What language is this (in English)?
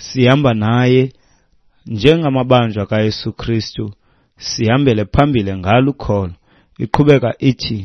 Xhosa